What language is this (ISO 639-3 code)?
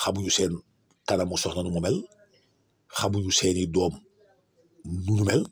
wol